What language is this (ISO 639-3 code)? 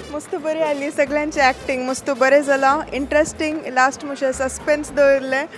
kok